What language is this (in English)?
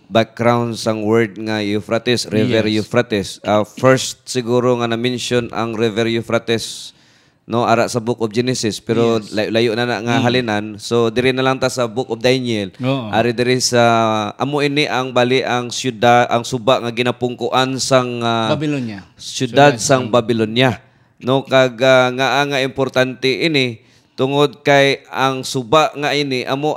Hiligaynon